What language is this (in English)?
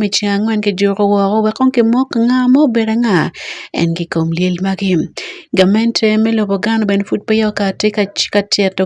Acoli